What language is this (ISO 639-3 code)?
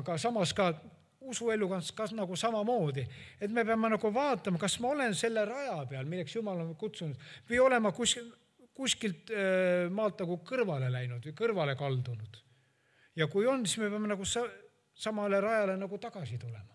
est